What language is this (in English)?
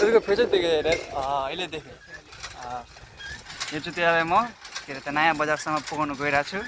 Nepali